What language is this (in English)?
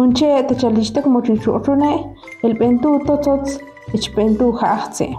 Ixil